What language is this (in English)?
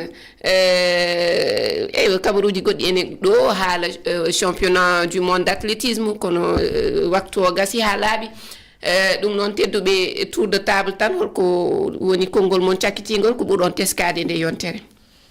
Fula